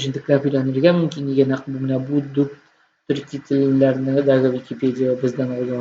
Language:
Tatar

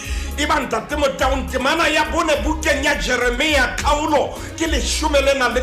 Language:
Southern Sotho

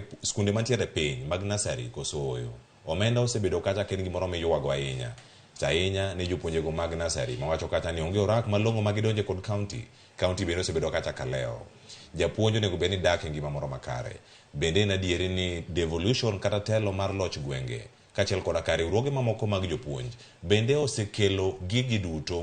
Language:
Luo (Kenya and Tanzania)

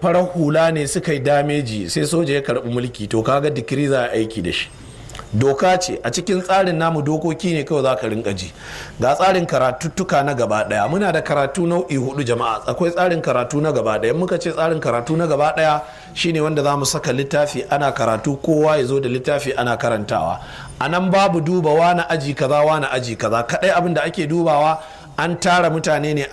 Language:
Hausa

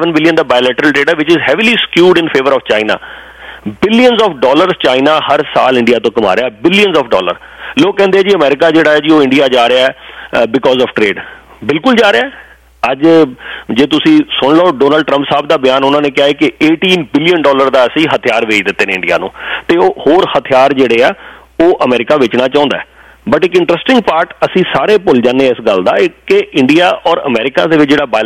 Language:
Punjabi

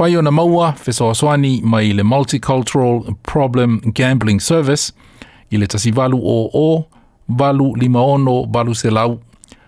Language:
Samoan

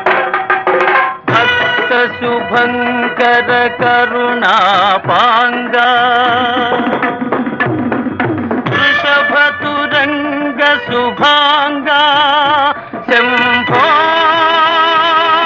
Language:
Telugu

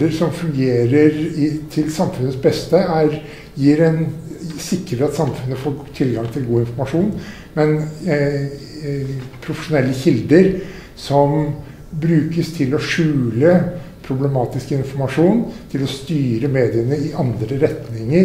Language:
Norwegian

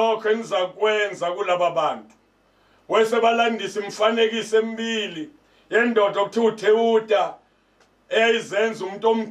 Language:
Zulu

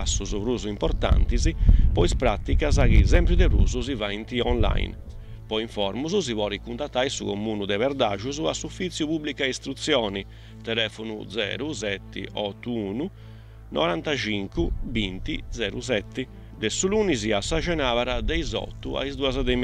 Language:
Sardinian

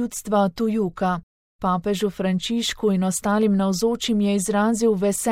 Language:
Slovenian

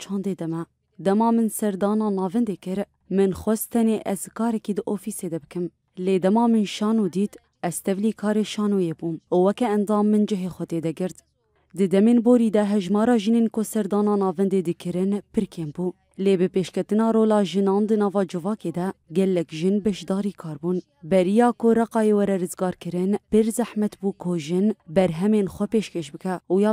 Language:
Kurdish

